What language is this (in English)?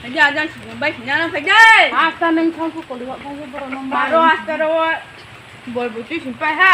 Riang (India)